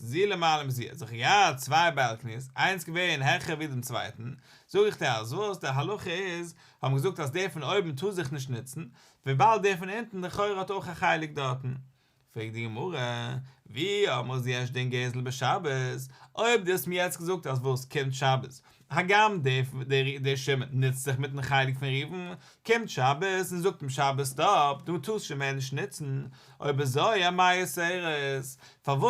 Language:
Yiddish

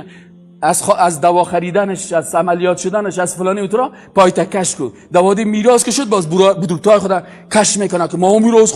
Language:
Persian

